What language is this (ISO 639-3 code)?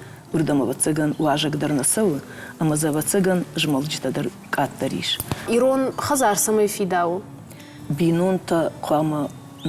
oss